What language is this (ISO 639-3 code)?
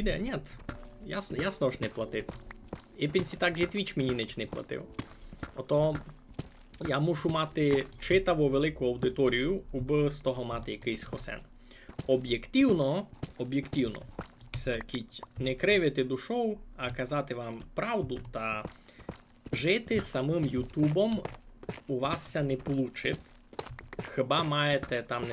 rue